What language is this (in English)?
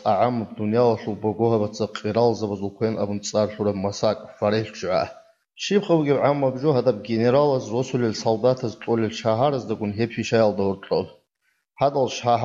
Avaric